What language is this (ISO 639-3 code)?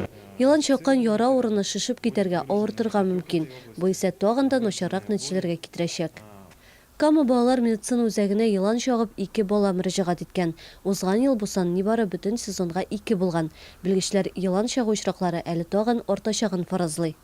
tat